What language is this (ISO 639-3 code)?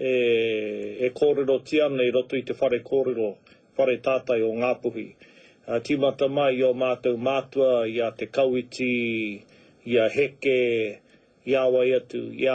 mri